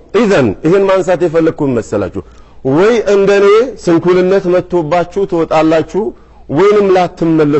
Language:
Amharic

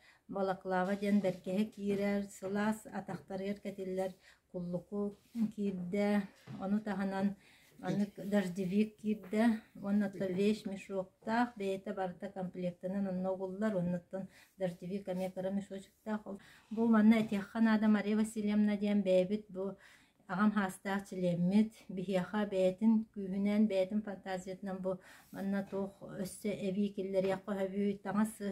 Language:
Yakut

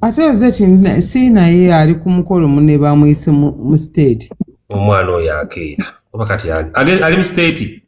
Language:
Ganda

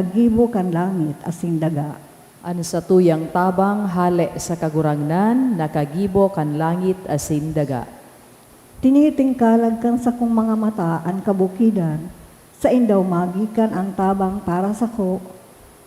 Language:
Bikol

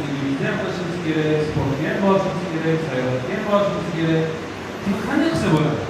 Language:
Uzbek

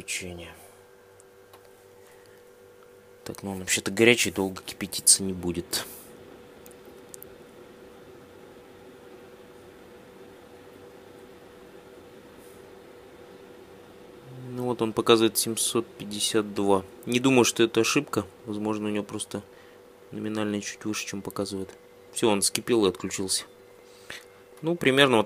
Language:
Russian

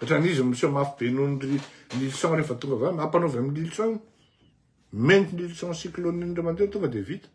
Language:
Malagasy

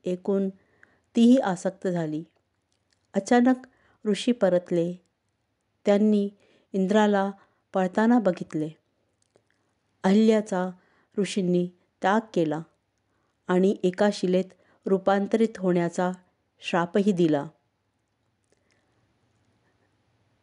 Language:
Marathi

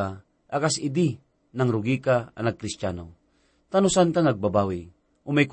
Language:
Iloko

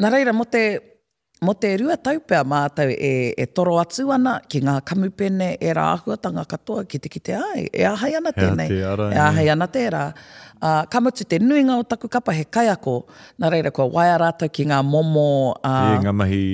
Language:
Māori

